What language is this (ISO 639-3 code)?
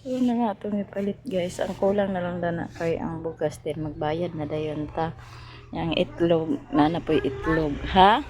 ceb